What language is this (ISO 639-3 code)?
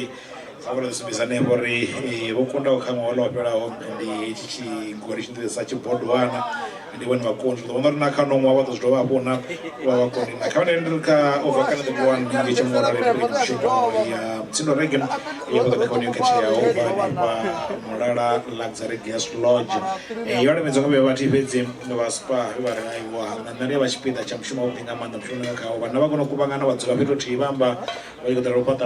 ven